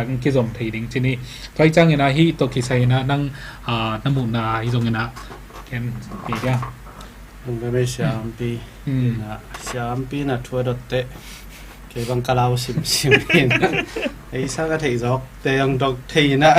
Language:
Tedim Chin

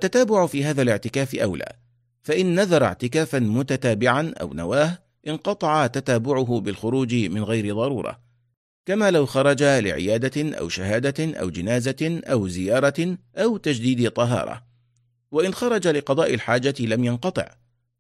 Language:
Arabic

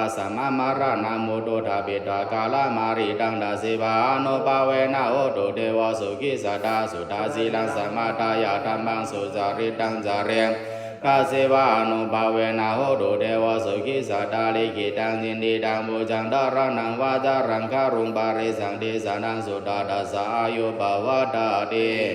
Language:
Pali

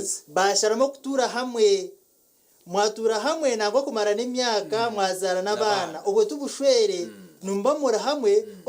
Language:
Nyankole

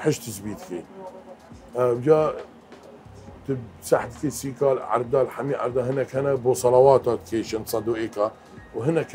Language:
Kurdish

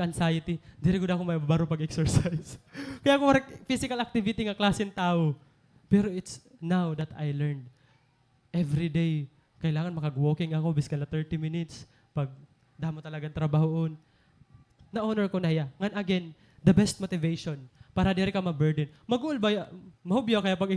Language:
Waray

